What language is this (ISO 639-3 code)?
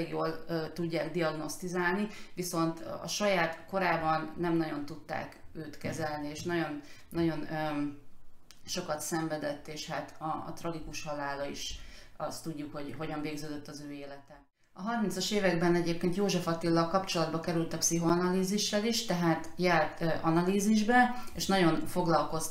hun